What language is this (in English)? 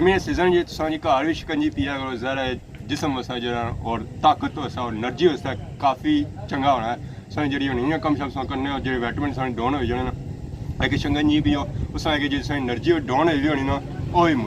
Pahari-Potwari